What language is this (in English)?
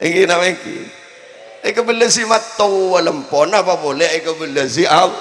Madurese